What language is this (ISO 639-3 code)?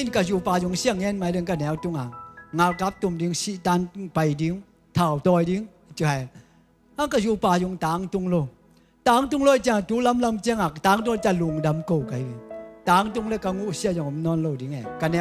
ctd